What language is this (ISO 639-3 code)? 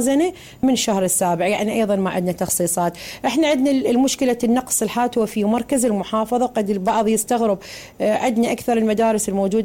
acm